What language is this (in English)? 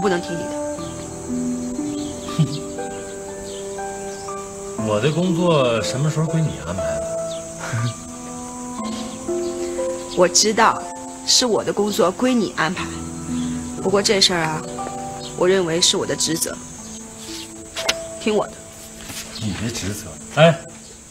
Chinese